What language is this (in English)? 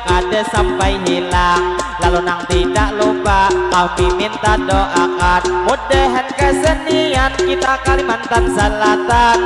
Banjar